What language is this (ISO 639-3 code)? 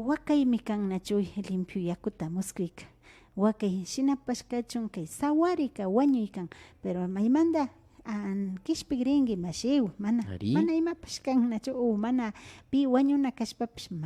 qvi